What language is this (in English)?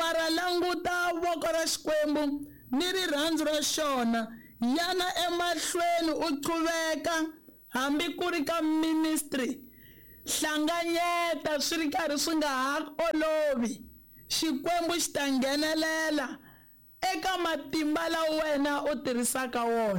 Tsonga